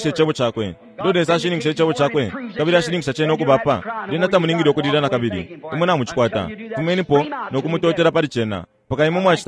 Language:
Bemba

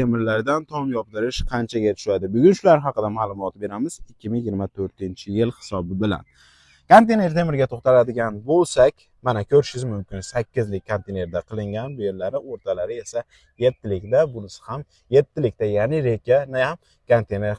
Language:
Uzbek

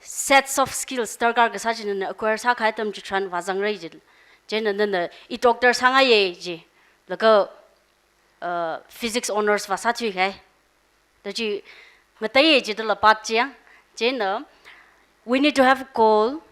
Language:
Tangkhul Naga (India)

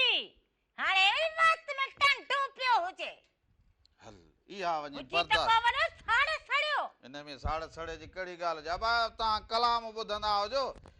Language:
Sindhi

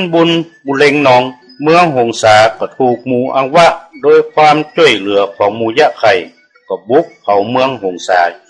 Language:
Northern Thai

